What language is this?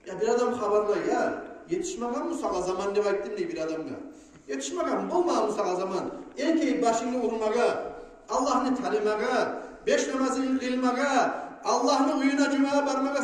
Kumyk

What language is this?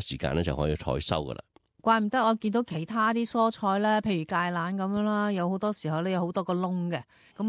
Cantonese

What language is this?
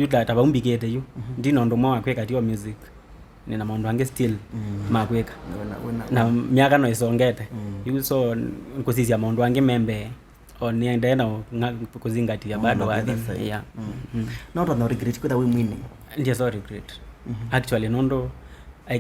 Kamba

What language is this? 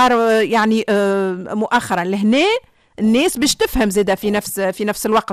Tunisian Arabic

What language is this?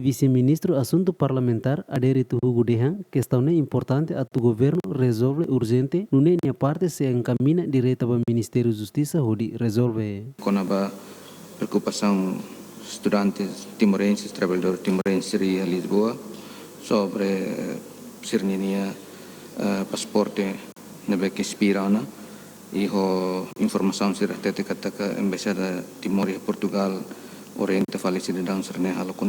Tetum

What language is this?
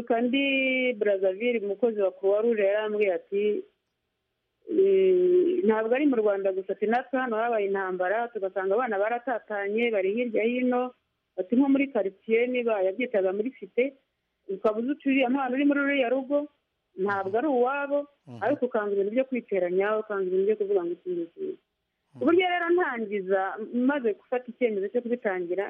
Kinyarwanda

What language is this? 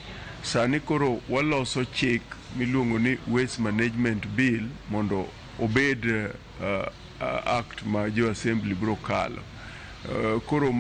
Luo (Kenya and Tanzania)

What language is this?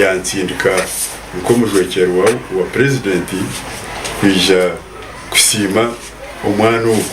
Nyankole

